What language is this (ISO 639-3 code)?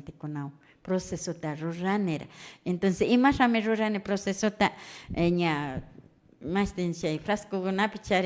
qvi